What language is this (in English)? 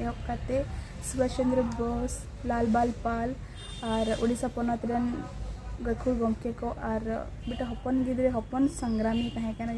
Santali